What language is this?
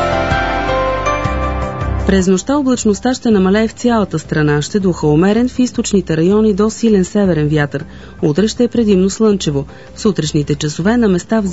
Bulgarian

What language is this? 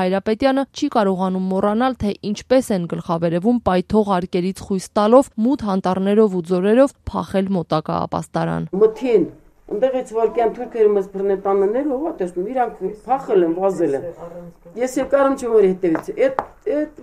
Armenian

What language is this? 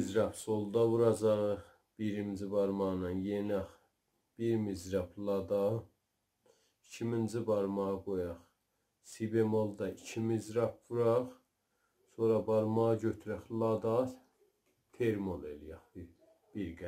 South Azerbaijani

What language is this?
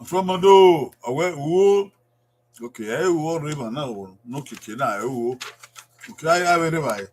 Bini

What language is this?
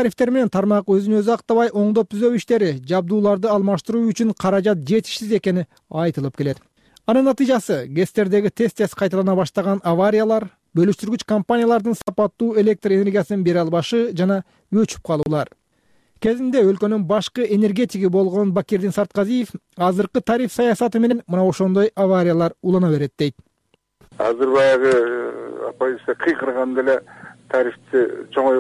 Kyrgyz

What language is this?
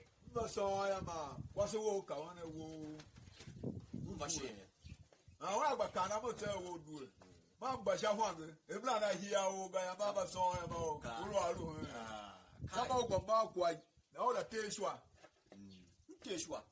Tiv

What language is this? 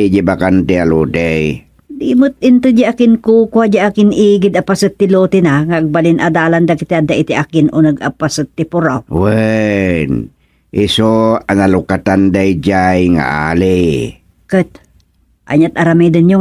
Iloko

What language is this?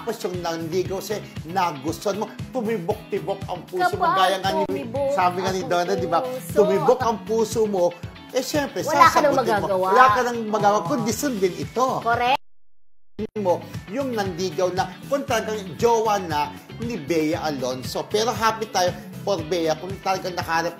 Filipino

